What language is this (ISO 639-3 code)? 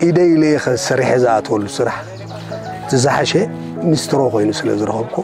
tir